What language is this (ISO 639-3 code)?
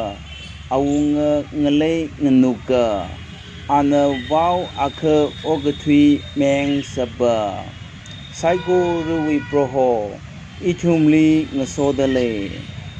nmf